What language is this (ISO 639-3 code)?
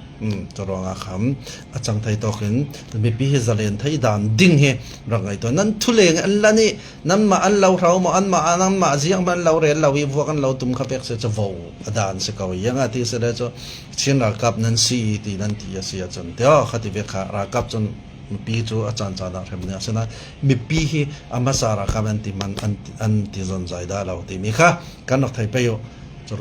cfm